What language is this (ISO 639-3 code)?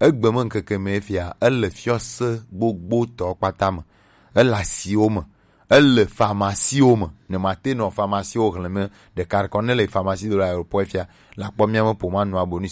gej